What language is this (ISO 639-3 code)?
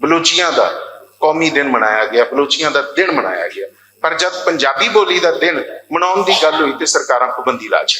lah